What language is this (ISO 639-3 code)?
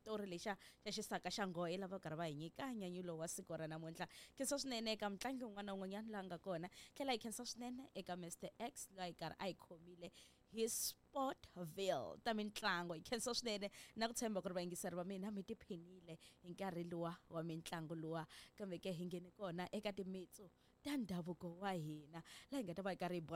tso